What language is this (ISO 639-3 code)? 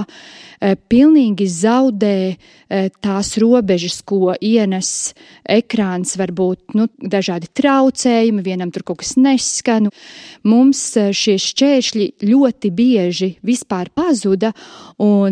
lav